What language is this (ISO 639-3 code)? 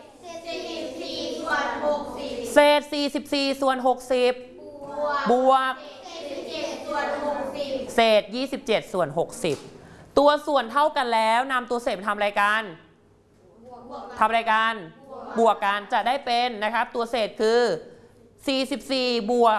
tha